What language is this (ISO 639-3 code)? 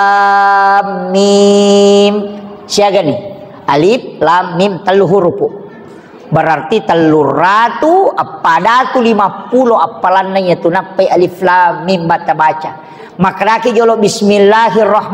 bug